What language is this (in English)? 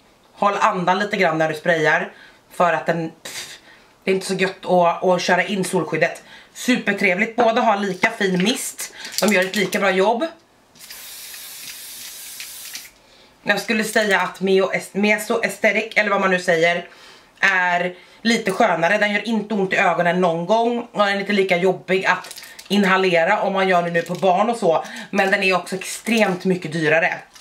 Swedish